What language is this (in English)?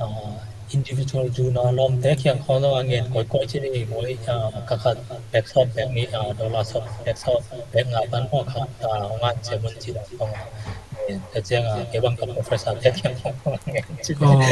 Tedim Chin